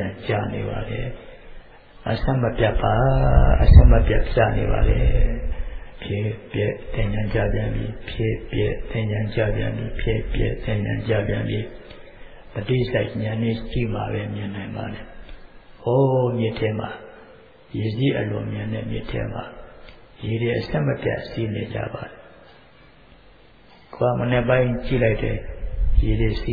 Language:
Burmese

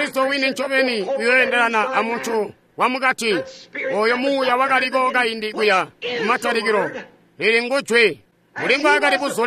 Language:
Tonga (Zambia)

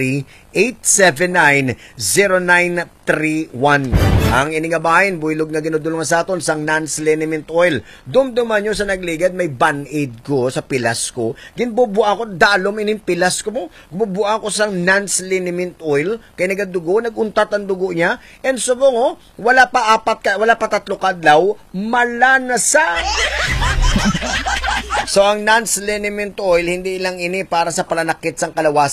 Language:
Hiligaynon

